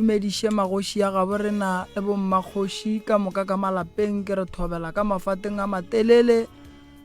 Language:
Northern Sotho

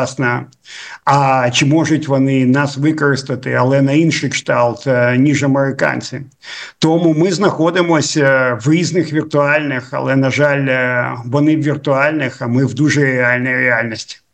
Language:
Ukrainian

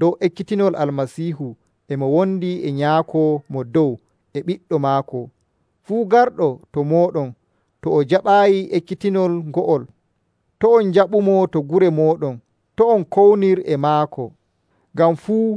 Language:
Nigerian Fulfulde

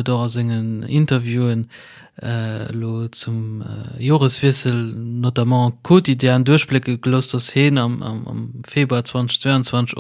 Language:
Luxembourgish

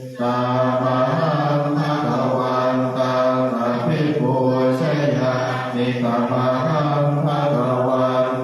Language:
Pali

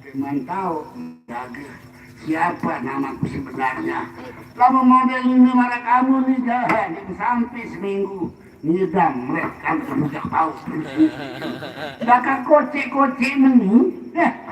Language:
Sasak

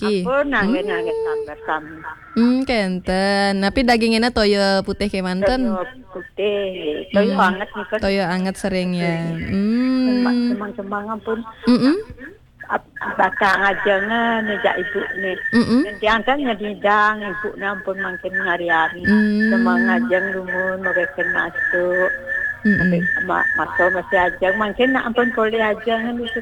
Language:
Balinese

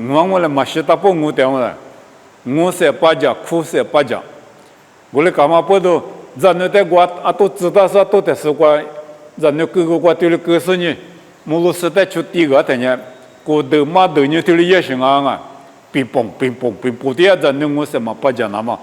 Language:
Lisu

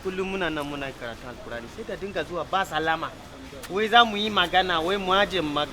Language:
Hausa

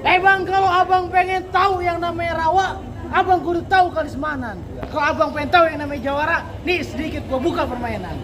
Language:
Betawi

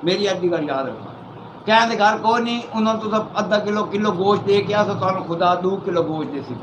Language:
Saraiki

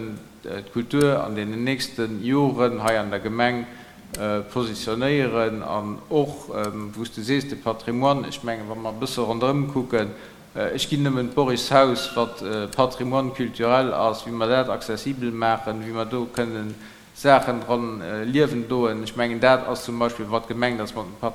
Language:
Luxembourgish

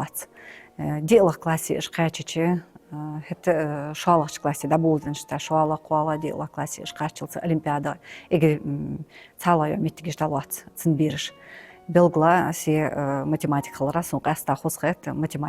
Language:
Ingush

